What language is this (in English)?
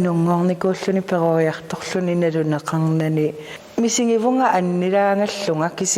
Kalaallisut